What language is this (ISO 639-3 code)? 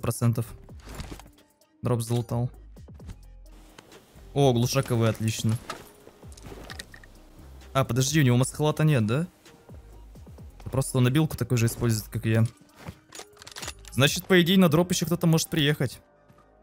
rus